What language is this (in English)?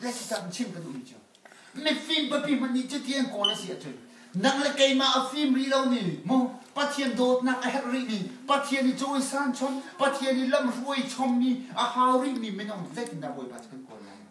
Hakha Chin